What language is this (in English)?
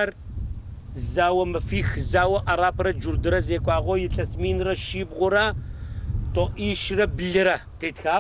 Adyghe